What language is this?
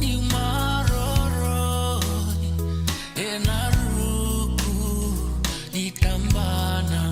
Fijian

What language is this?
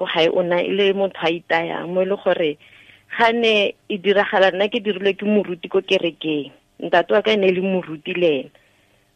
Tswana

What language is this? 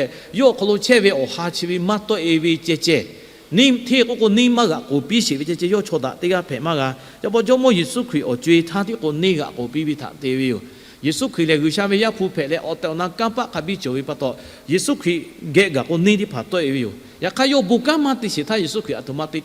Lahu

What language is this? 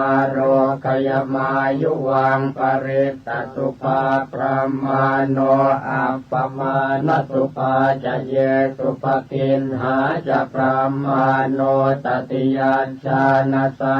Pali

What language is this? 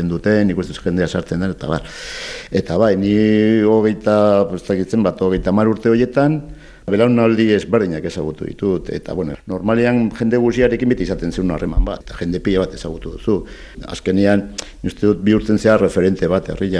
Basque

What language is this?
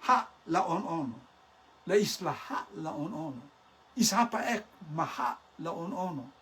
Rotuman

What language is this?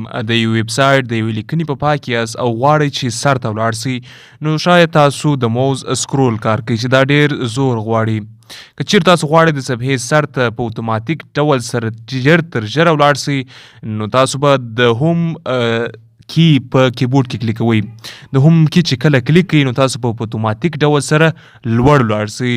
Pashto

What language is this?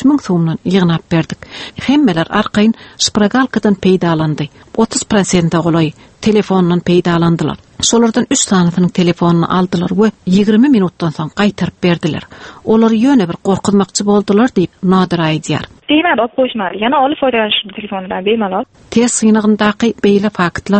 Turkmen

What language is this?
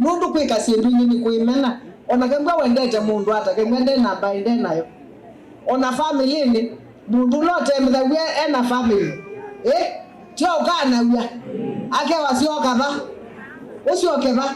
Kamba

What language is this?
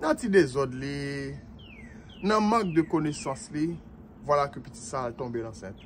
Haitian Creole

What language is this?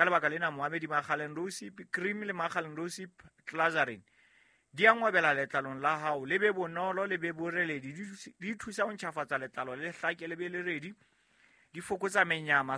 Southern Sotho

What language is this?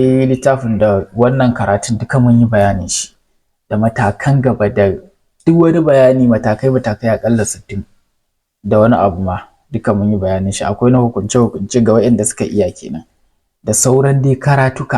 Hausa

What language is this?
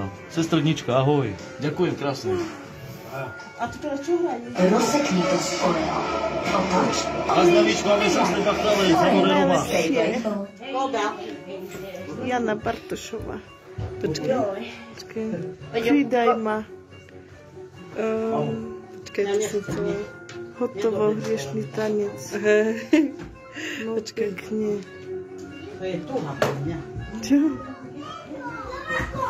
Slovak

